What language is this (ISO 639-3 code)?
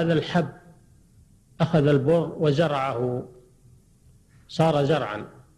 ara